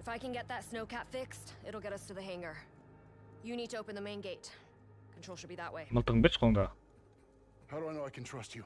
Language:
Kara-Kalpak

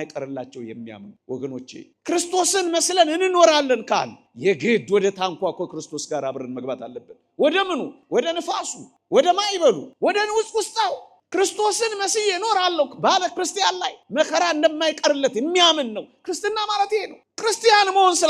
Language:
Amharic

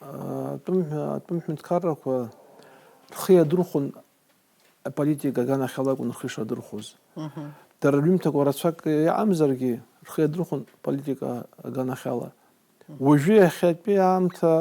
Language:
Abkhazian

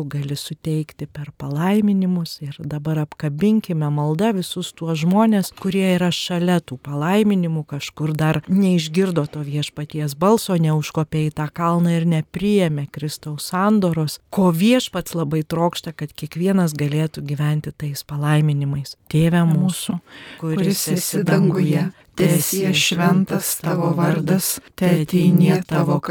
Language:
Lithuanian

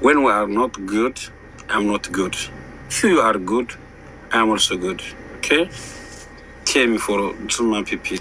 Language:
Oromo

